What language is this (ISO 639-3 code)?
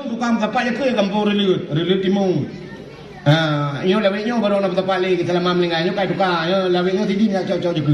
ace